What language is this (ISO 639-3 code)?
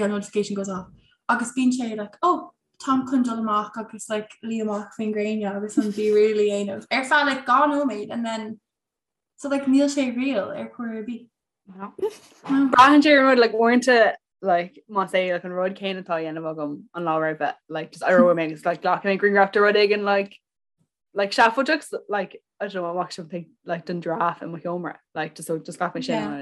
gle